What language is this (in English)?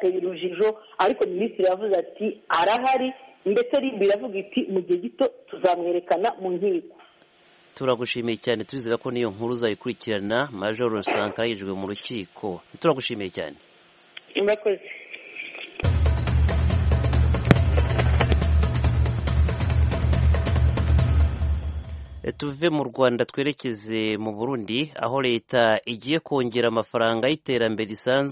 Kinyarwanda